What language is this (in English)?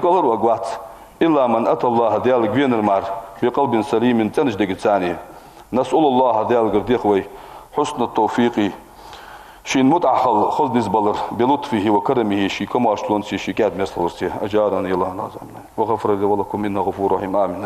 Ingush